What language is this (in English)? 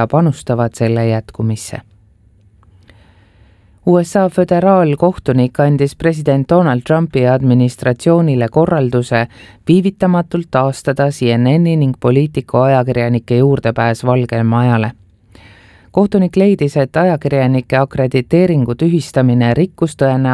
Estonian